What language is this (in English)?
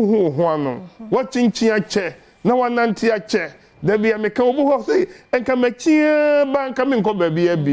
Akan